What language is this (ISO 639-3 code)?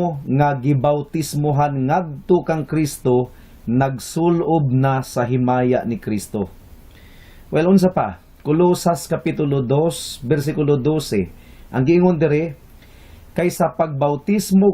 ceb